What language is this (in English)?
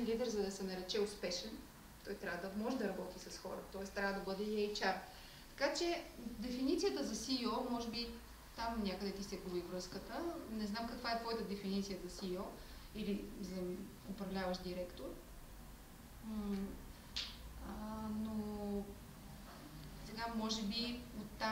Bulgarian